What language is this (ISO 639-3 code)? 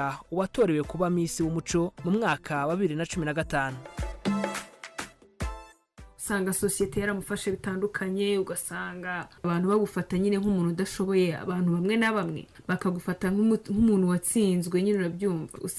kin